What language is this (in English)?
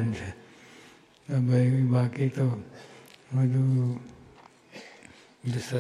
Gujarati